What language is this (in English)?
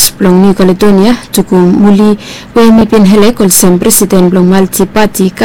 Bislama